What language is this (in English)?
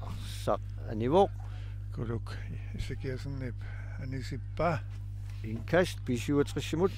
Kalaallisut